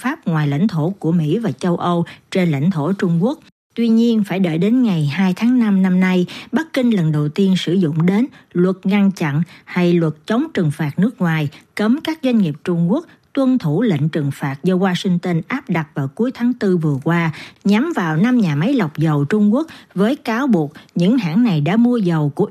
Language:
Vietnamese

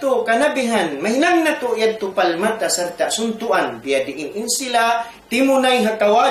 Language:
Tausug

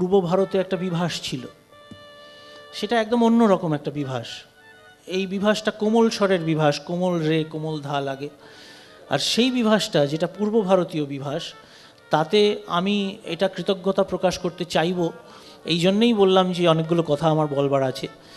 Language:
Bangla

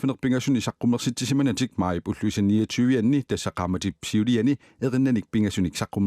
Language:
Kalaallisut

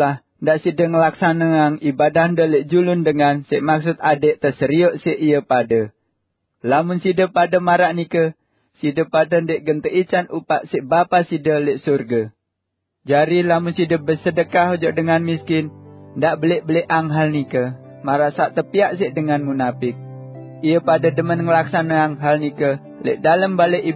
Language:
Sasak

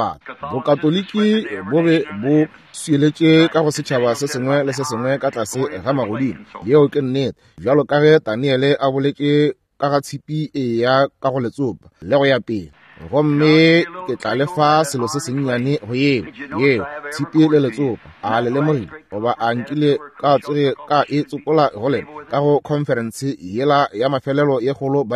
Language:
Northern Sotho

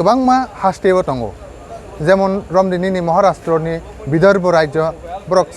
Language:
Kok Borok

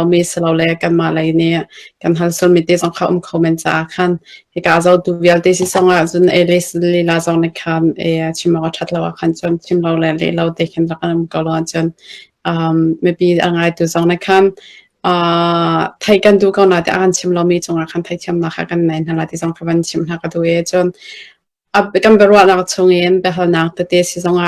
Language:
Hakha Chin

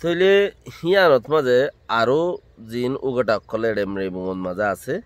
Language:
Rohingya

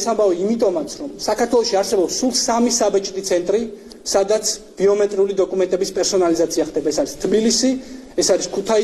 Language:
Georgian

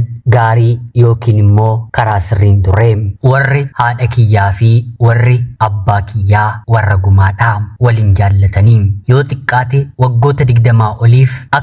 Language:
Oromo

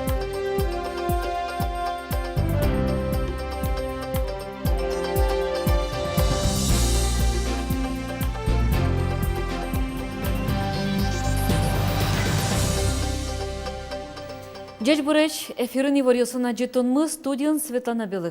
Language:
Udmurt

